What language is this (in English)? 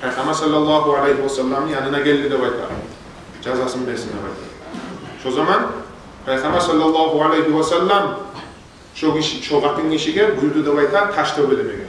Kumyk